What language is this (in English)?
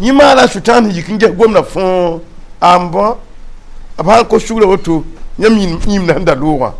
Mossi